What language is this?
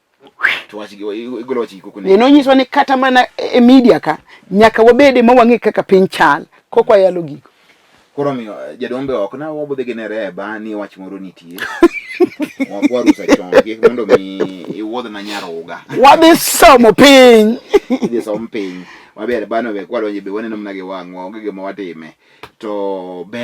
Luo (Kenya and Tanzania)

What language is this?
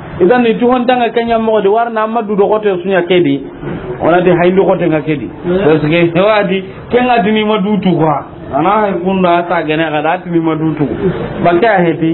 Soninke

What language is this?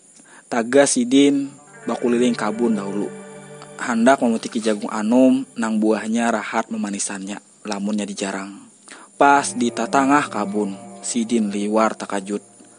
Banjar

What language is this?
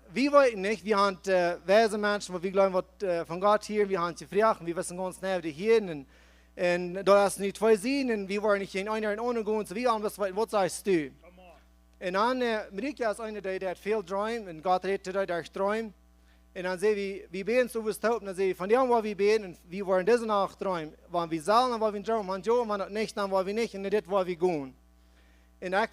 Plautdietsch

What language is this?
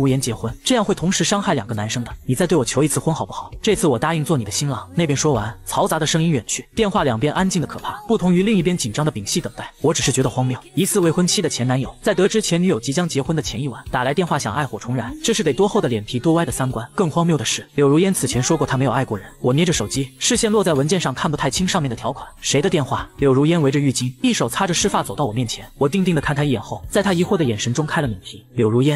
Chinese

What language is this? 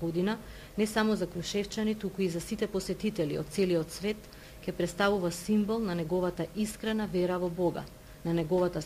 Macedonian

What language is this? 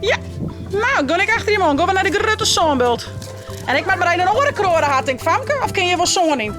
Western Frisian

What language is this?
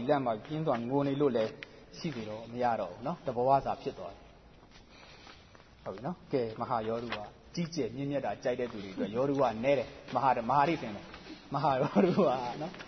Burmese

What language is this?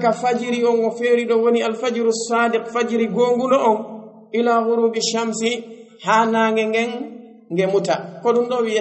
Pular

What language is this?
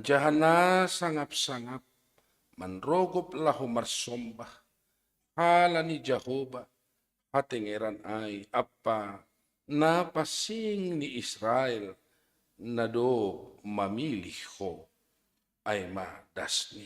Batak Simalungun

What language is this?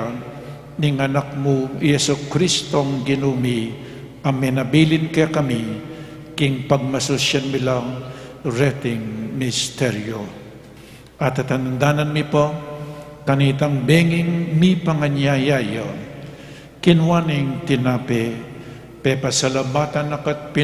Pampanga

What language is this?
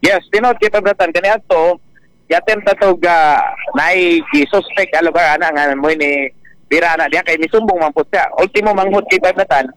Cebuano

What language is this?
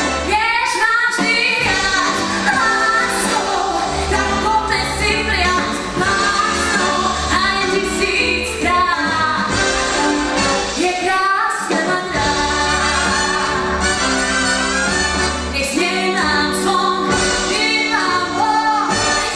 Czech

